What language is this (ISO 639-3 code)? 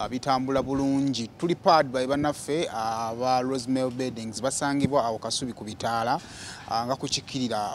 lug